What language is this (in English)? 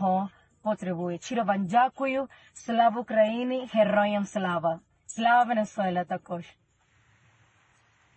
Ukrainian